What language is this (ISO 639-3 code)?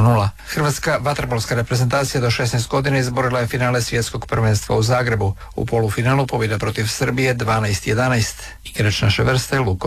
hrv